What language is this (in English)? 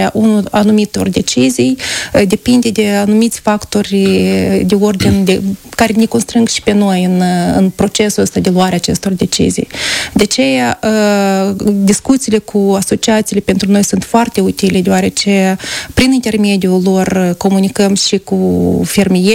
Romanian